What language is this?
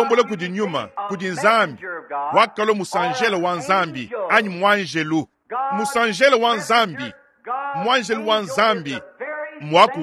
Luba-Lulua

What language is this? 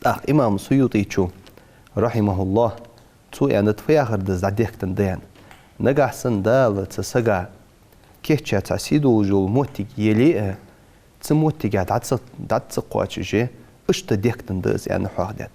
Ingush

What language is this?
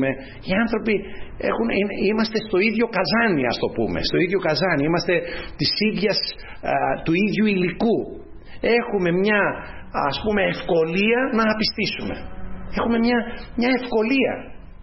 Greek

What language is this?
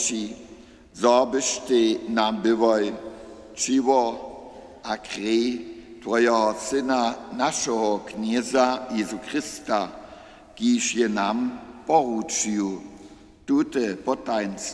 Upper Sorbian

